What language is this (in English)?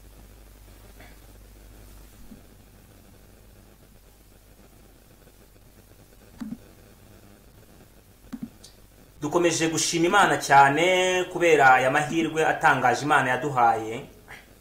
Kinyarwanda